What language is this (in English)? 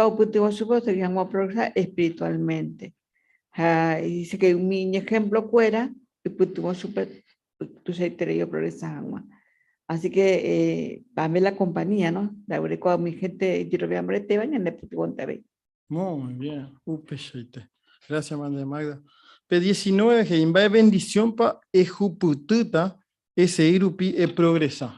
Guarani